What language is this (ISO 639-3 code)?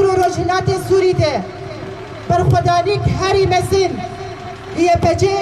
kur